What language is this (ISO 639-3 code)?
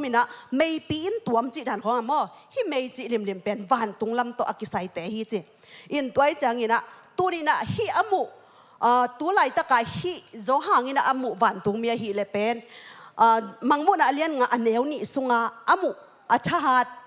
ctd